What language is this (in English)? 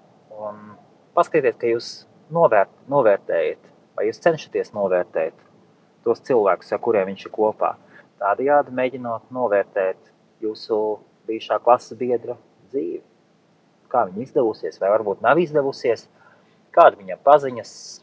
Latvian